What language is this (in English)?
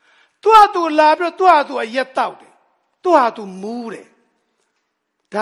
Burmese